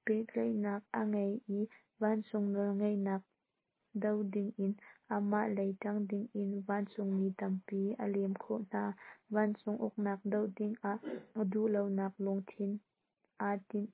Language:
Hakha Chin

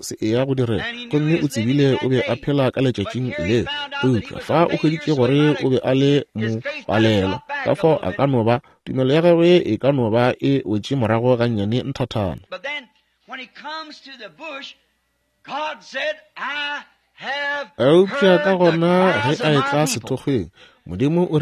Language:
Northern Sotho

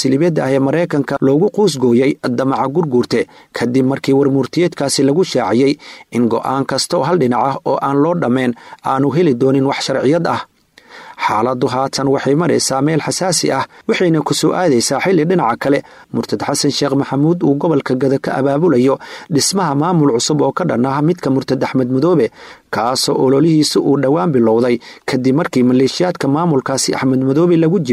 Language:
Somali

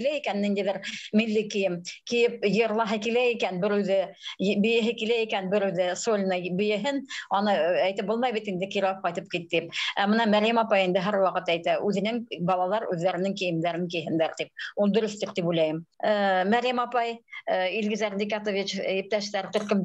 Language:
Bashkir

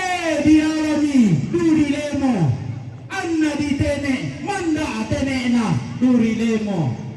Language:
Toraja-Sa'dan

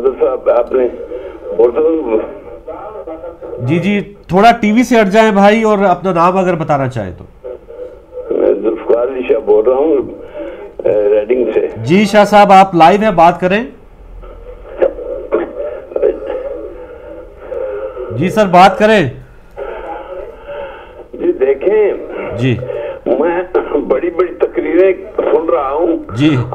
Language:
Urdu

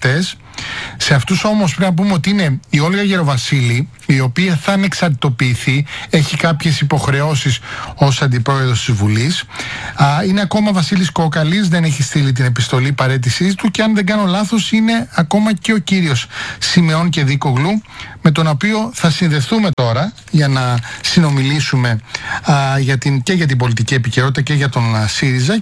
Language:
Greek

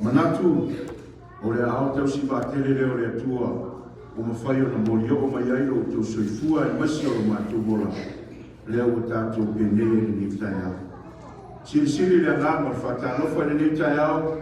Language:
Samoan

